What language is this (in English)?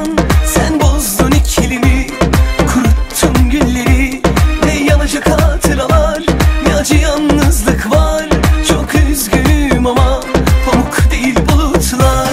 Turkish